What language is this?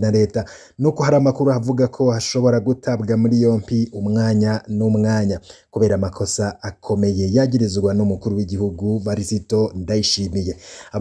Rundi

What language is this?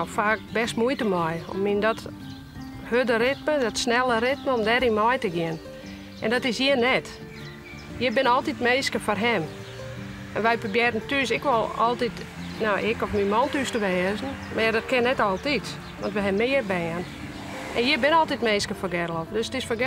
Western Frisian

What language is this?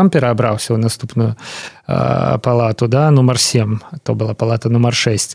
Belarusian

